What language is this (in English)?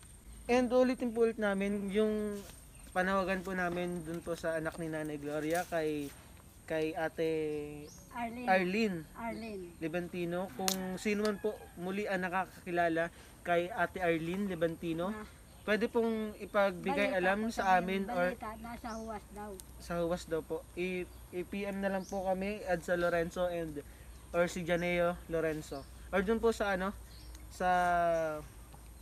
Filipino